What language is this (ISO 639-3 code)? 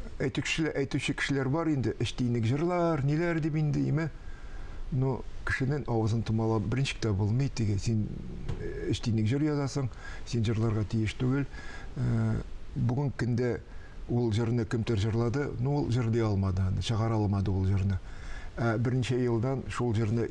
tat